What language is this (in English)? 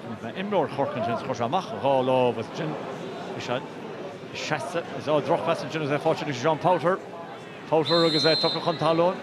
Irish